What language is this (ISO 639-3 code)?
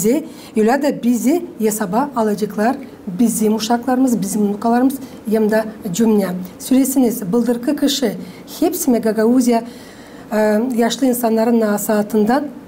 gag